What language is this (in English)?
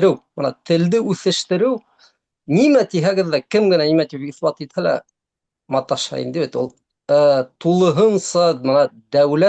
Bashkir